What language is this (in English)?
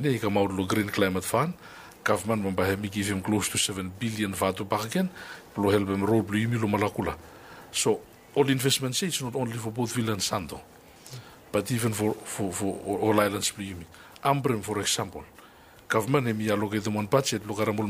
Bislama